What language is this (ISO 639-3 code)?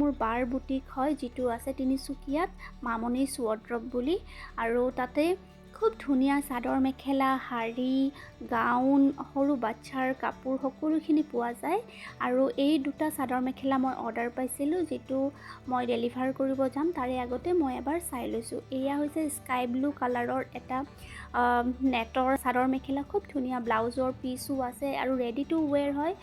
asm